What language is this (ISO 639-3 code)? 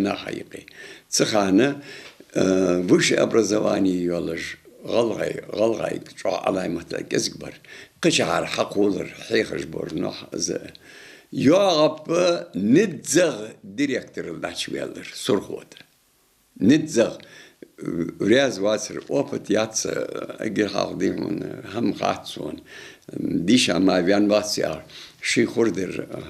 inh